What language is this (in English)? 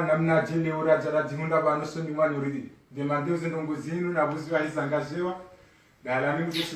Ngazidja Comorian